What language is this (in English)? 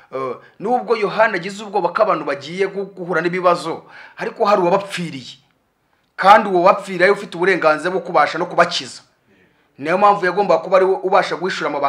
Kinyarwanda